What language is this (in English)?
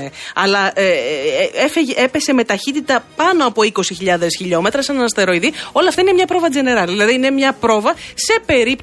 Greek